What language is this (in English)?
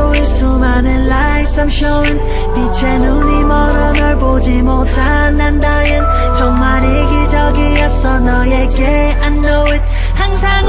Korean